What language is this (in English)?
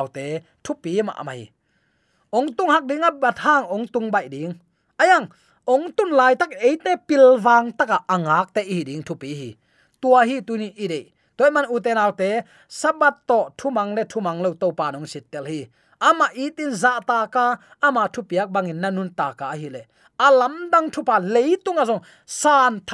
Tedim Chin